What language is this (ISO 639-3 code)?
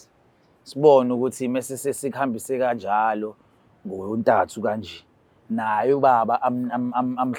zul